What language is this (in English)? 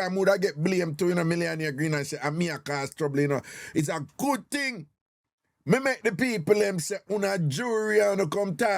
Jamaican Creole English